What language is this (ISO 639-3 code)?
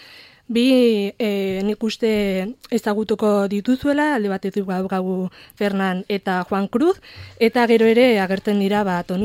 eus